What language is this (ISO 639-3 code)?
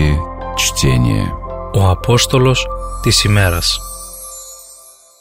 ell